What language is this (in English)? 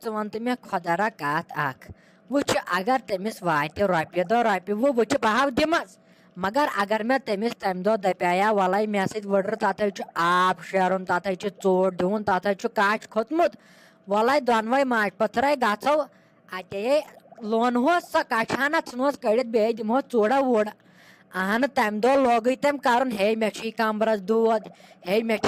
Kashmiri